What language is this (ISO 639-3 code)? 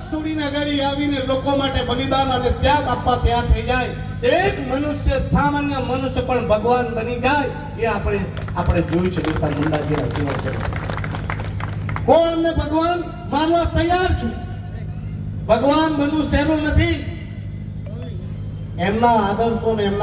guj